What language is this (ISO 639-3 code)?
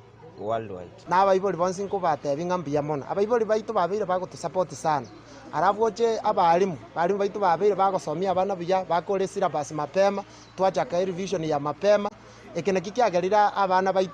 guz